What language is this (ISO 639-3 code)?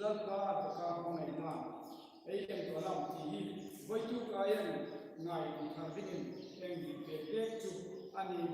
hmr